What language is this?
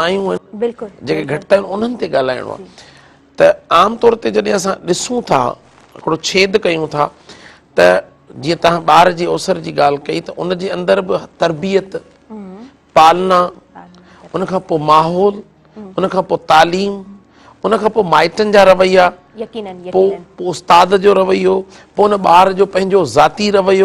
Sindhi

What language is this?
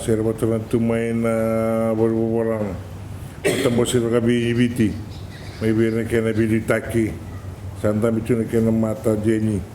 Fijian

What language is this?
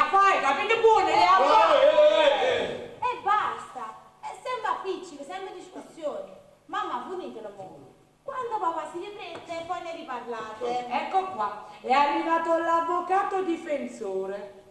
Neapolitan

